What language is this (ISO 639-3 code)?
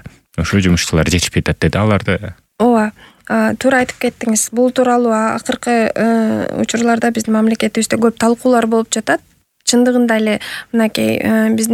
kir